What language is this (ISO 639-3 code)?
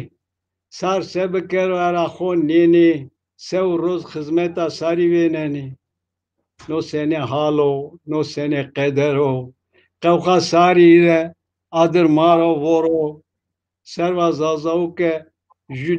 zza